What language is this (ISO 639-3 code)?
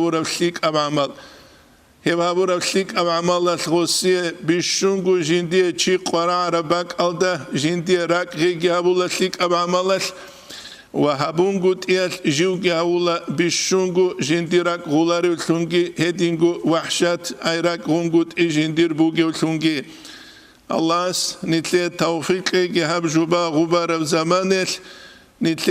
ava